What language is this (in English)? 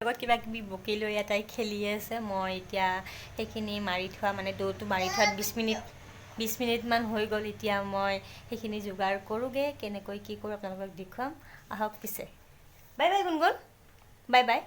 Assamese